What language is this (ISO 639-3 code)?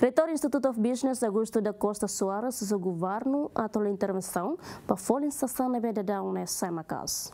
tet